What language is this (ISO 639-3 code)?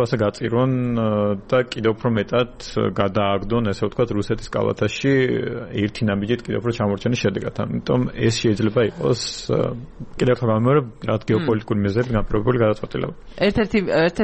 kat